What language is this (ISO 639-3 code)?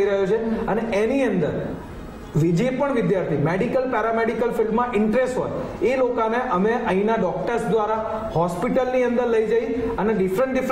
guj